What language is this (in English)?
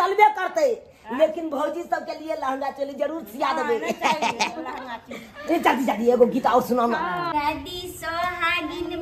Maithili